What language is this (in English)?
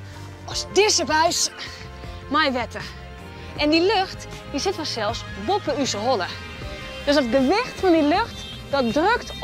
Western Frisian